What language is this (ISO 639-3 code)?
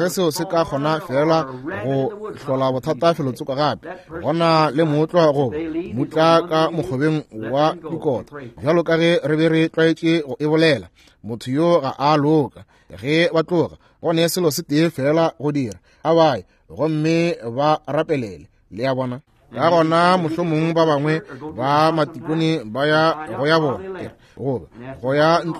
nso